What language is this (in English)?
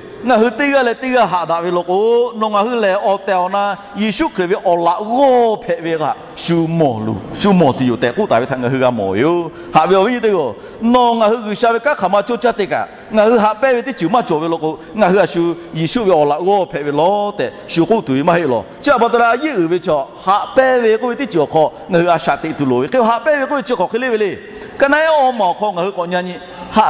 Lahu